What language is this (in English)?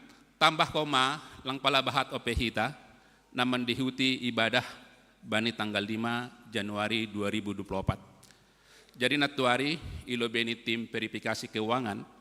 Batak Simalungun